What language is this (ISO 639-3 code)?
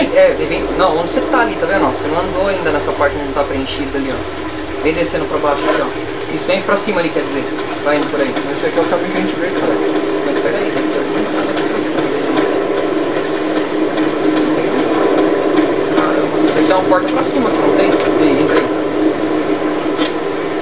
por